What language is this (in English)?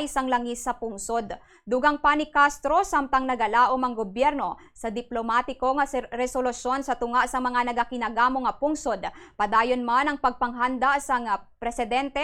Hiligaynon